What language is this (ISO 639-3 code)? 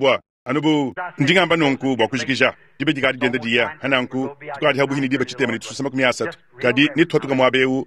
lua